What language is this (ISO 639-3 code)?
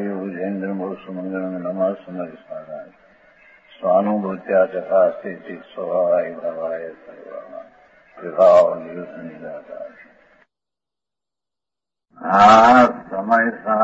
guj